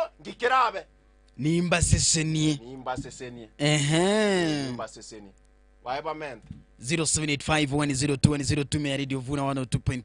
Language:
Gusii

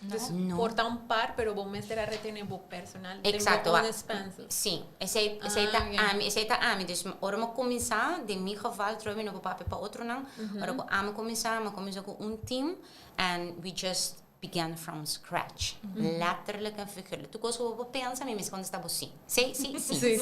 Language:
Papiamento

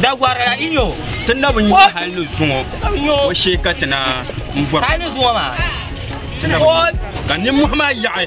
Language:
Dagbani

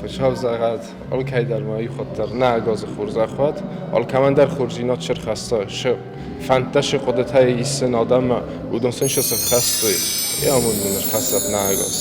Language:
Ossetic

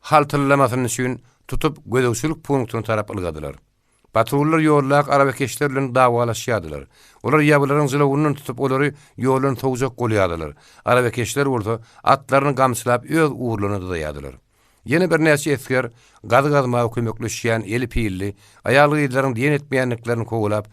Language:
Turkmen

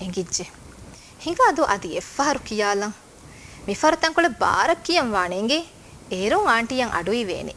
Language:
Divehi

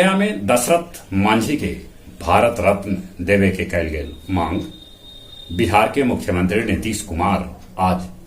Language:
Magahi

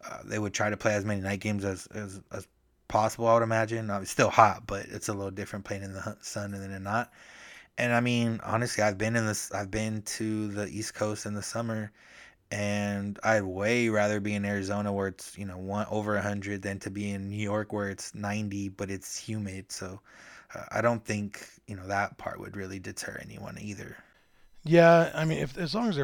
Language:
English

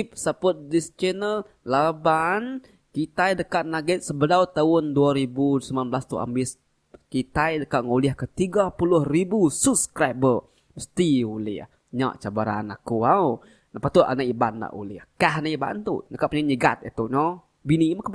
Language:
Iban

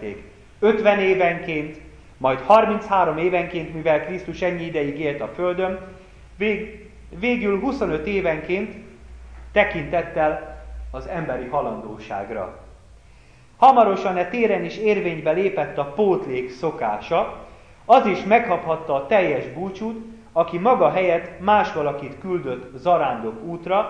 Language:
Hungarian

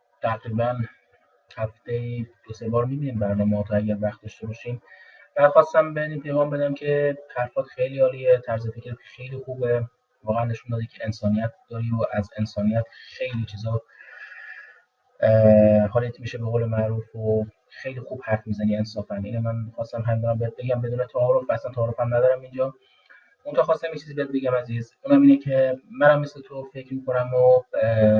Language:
Persian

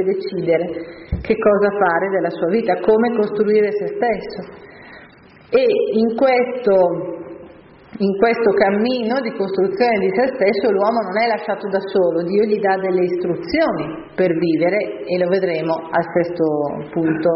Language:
Italian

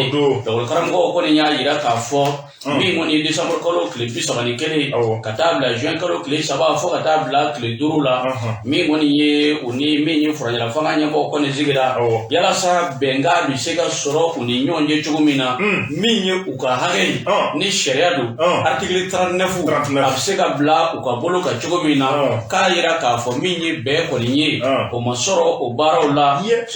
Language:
Bambara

